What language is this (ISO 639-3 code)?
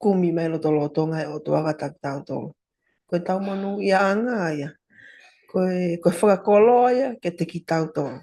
ton